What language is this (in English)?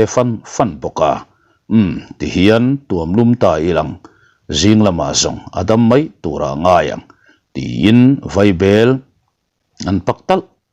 Mizo